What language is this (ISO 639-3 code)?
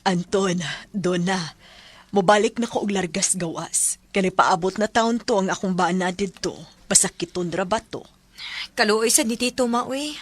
ceb